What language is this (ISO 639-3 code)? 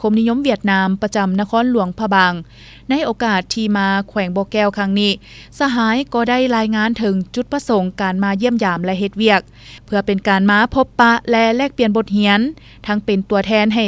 lao